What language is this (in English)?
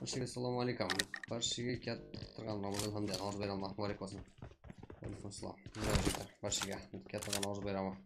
Kara-Kalpak